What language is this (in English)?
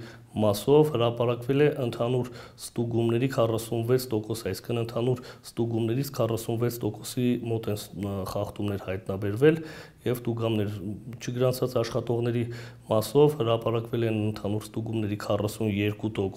Armenian